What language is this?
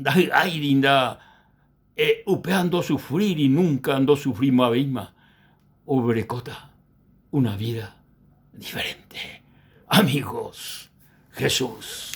Guarani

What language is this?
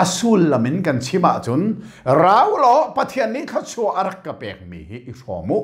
Hakha Chin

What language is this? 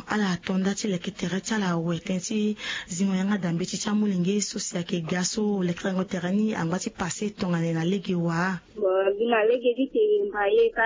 Sango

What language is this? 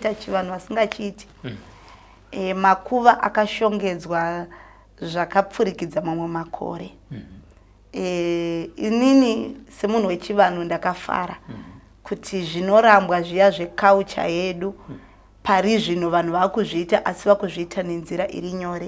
Shona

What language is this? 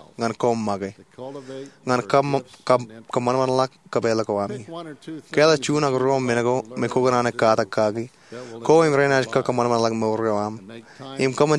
Marshallese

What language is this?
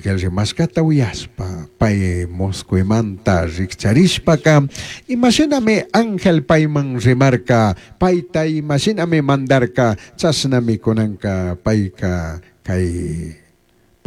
Chimborazo Highland Quichua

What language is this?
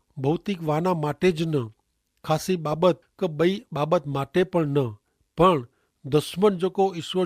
Kachhi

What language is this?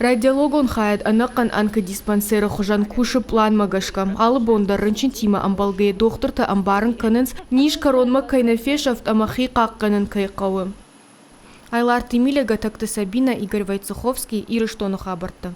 Ossetic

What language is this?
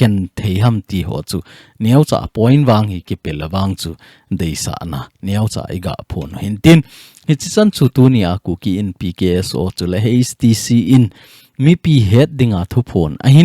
Thado Chin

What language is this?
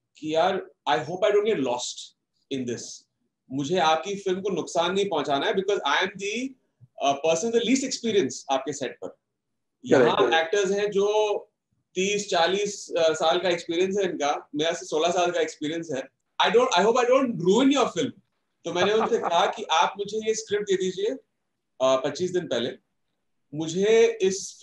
Hindi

